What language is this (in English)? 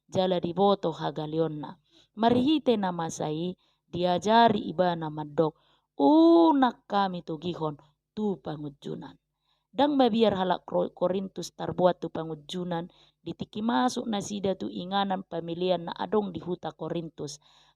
Batak Toba